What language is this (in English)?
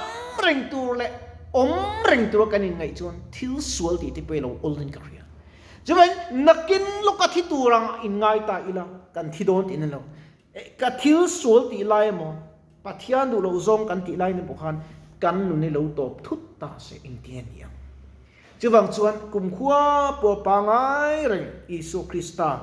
Mizo